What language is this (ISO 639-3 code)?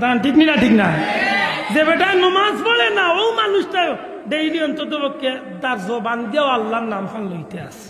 syl